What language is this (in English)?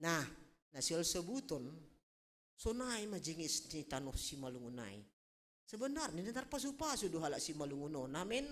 Batak Simalungun